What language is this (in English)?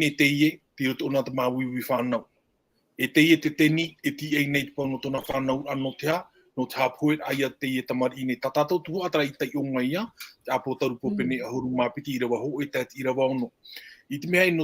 Tahitian